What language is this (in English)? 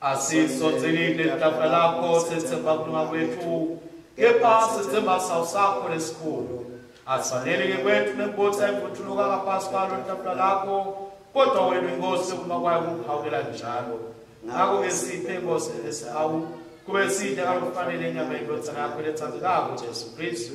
Swati